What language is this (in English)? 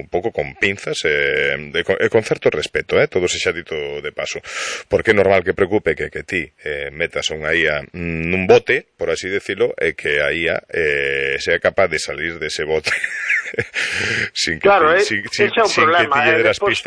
Galician